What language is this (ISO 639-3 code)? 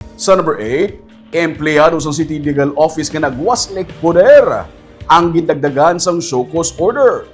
hil